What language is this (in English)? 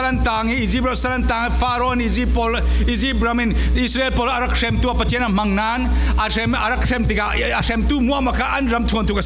Falam Chin